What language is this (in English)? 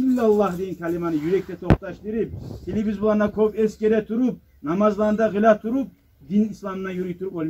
Kumyk